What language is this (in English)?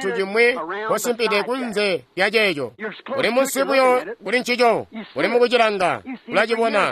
Tonga (Zambia)